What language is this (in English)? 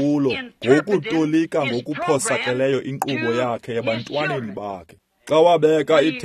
Xhosa